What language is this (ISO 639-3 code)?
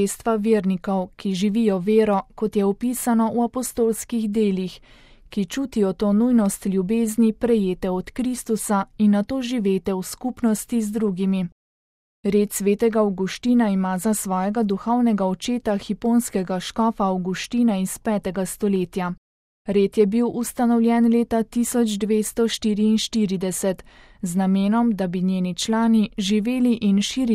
slv